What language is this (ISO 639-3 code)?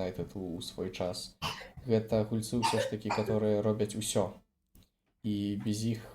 bel